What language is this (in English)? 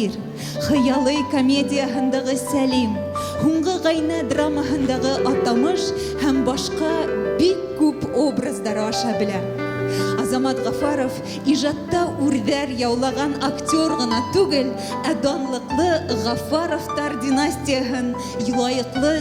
Bashkir